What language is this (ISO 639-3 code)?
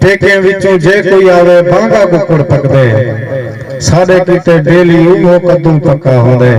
skr